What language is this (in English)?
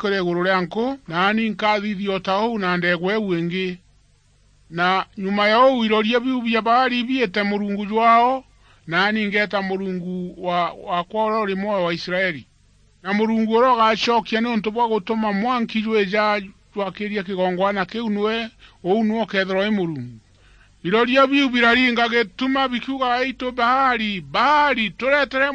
Meru